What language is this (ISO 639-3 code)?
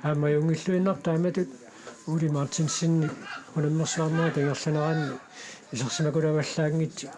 kal